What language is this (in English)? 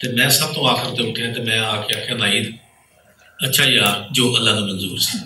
Western Panjabi